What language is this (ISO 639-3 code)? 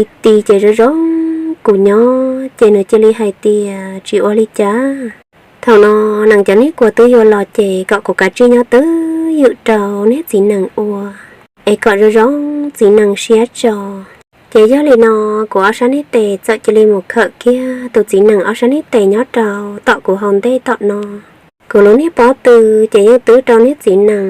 hmn